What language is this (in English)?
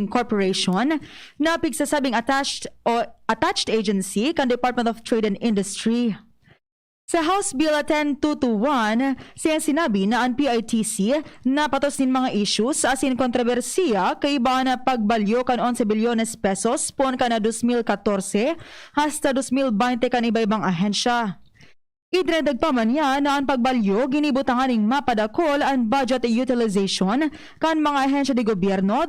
Bikol